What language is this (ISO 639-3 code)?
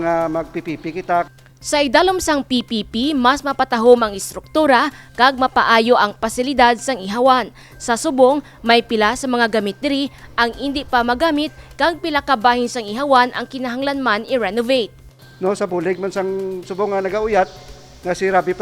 hil